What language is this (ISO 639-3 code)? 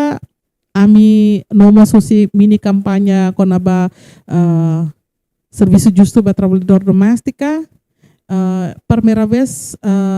tet